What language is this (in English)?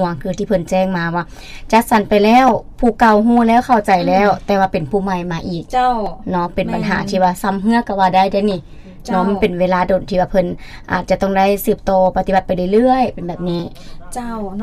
Lao